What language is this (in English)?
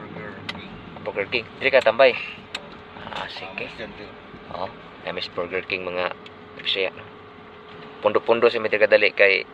Cebuano